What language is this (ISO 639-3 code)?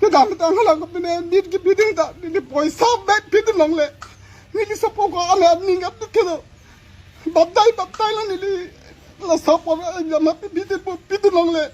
mjw